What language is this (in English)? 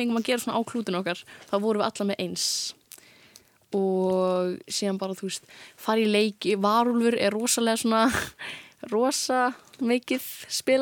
Icelandic